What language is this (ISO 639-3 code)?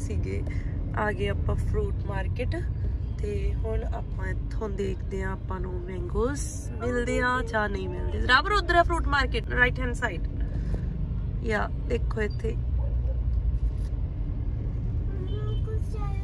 pan